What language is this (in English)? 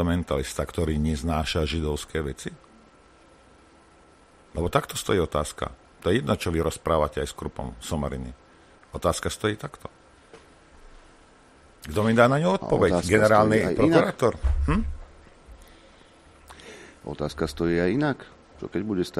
Slovak